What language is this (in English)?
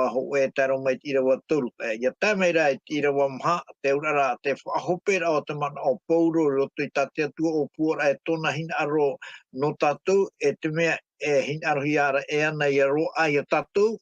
Tahitian